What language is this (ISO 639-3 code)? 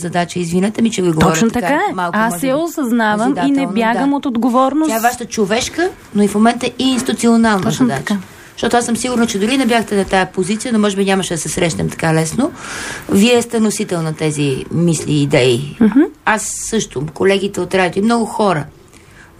bul